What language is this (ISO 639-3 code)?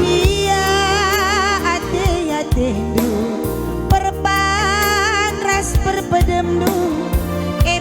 btx